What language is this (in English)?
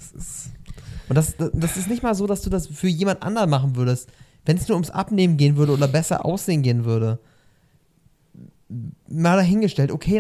German